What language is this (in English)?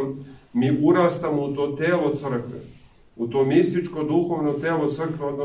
Serbian